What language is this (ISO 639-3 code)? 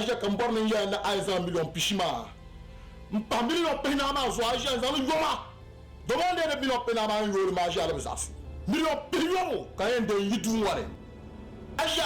dag